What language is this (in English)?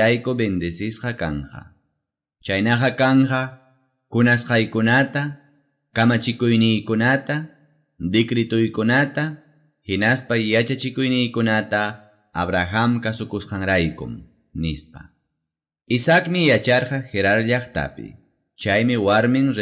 Ayacucho Quechua